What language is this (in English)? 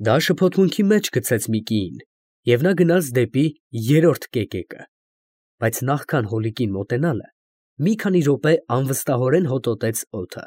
Armenian